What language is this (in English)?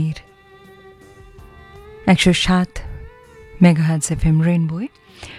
Bangla